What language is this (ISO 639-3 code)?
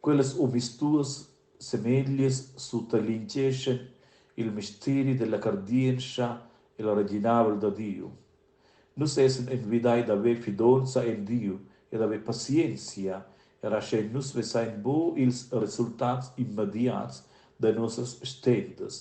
roh